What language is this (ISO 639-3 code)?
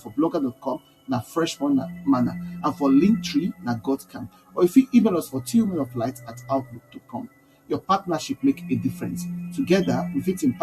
pcm